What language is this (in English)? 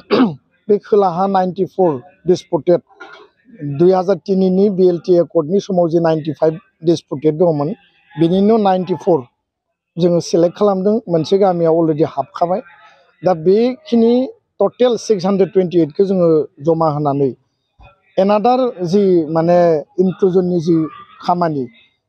Bodo